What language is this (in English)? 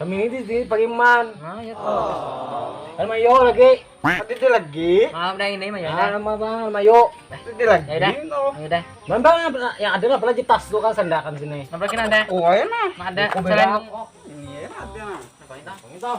Banjar